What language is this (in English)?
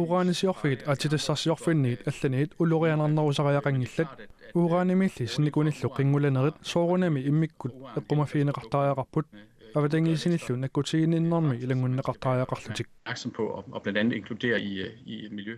Kalaallisut